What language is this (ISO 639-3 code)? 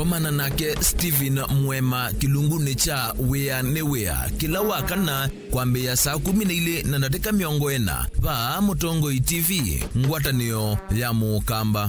kam